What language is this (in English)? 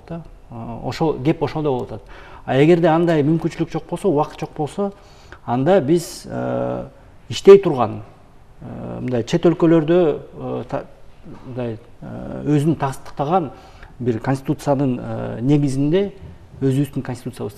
Kyrgyz